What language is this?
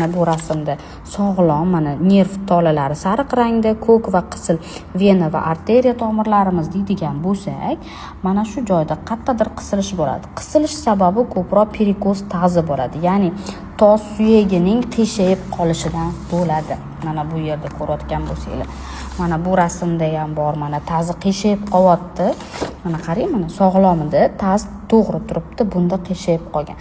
Uzbek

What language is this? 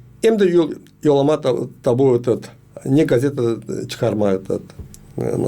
Gagauz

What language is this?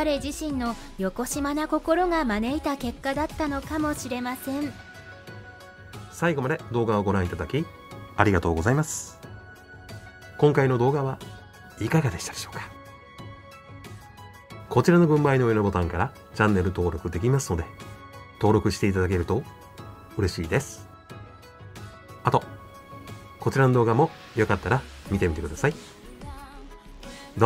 Japanese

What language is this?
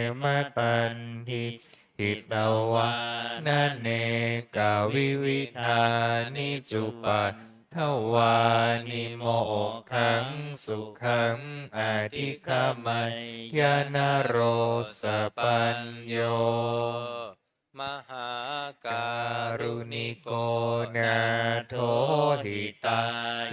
Pali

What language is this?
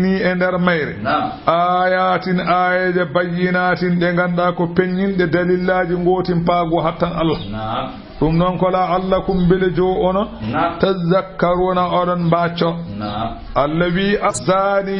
Fula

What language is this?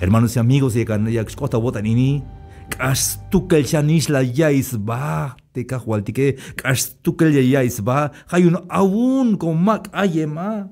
Tzeltal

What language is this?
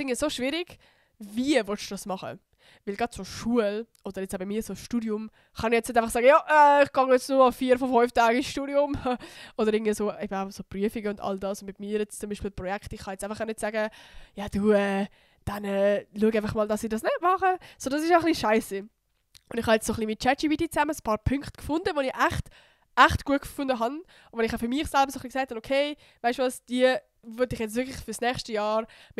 Swiss German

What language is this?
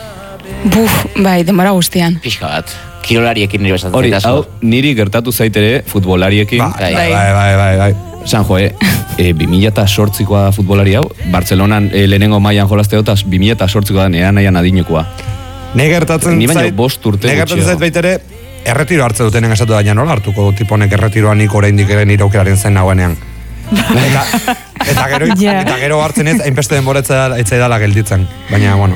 Basque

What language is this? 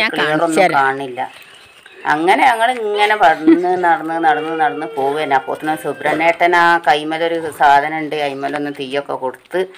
Malayalam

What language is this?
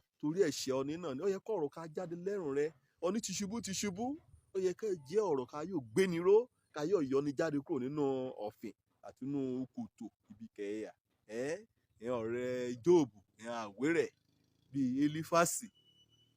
Yoruba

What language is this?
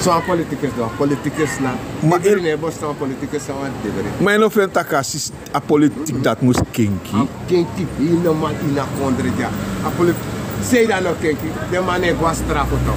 Sranan Tongo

